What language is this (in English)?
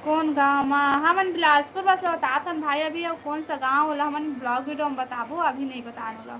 Chhattisgarhi